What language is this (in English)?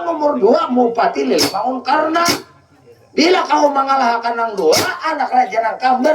Banjar